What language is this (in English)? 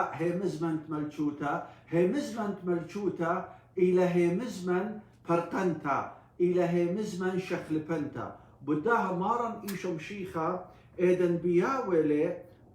Assyrian Neo-Aramaic